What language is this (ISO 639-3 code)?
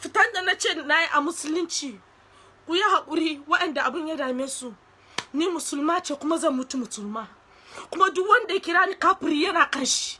hau